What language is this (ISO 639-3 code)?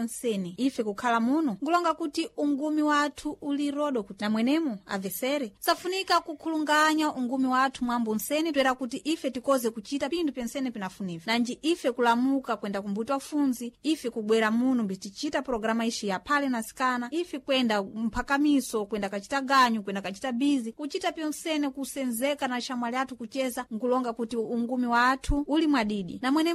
seh